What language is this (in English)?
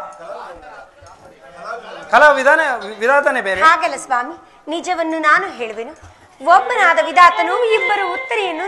Kannada